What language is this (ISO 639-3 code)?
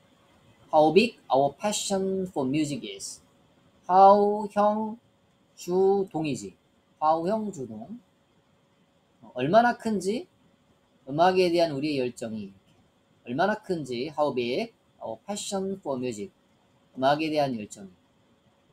kor